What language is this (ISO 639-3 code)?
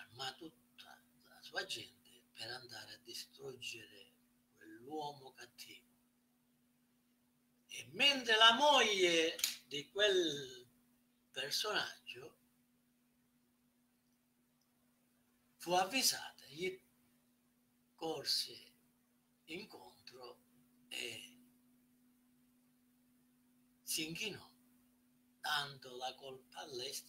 ita